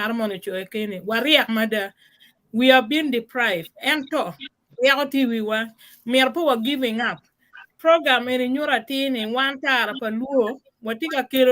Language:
Acoli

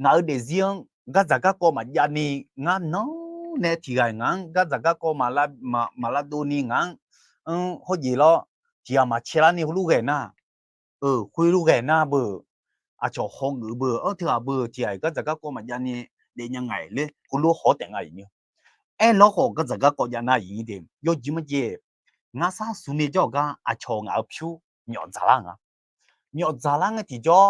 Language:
Akha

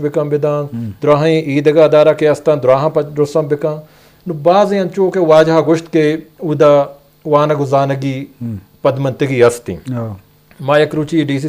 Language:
Eastern Balochi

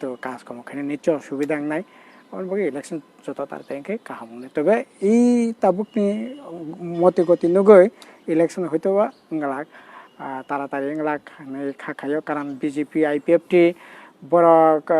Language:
Kok Borok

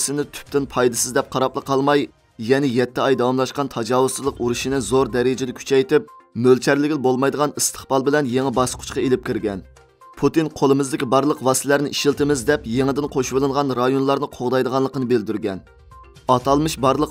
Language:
Uyghur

